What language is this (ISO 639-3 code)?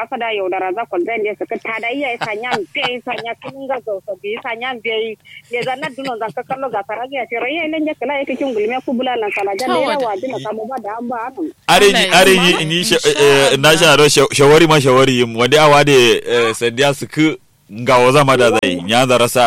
kau